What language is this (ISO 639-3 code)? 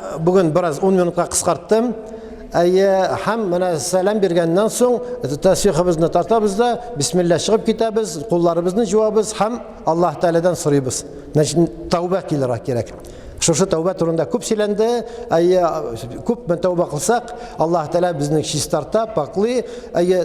tat